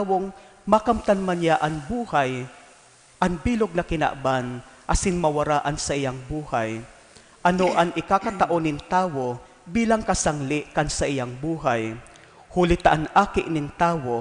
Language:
Bikol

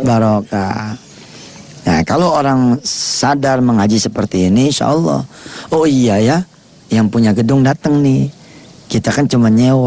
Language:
Indonesian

